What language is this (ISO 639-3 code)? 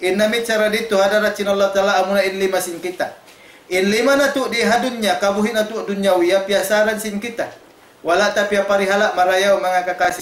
tsg